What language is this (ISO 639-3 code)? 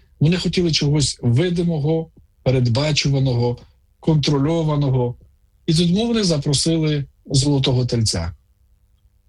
ukr